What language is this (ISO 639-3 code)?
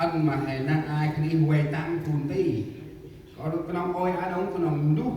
cmo